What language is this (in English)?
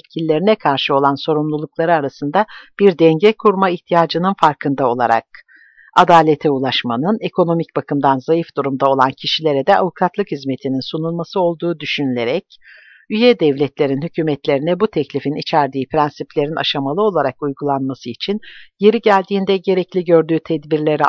Turkish